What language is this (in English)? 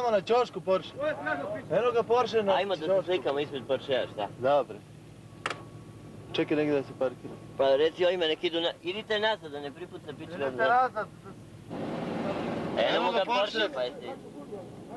Serbian